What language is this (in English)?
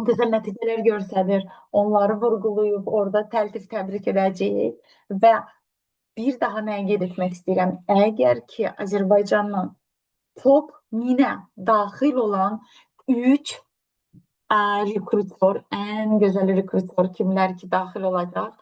Azerbaijani